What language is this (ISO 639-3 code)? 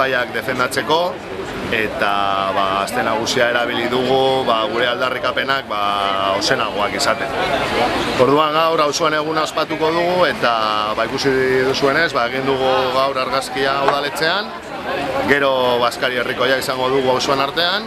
eus